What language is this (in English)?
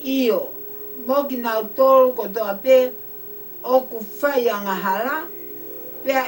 Tongan